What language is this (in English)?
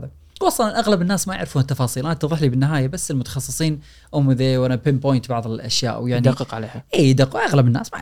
Gulf Arabic